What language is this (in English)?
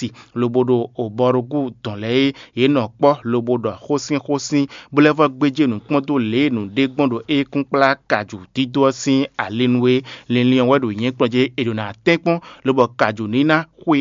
Fon